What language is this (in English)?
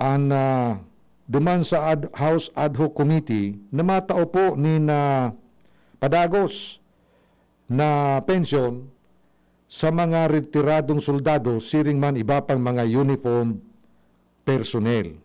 Bikol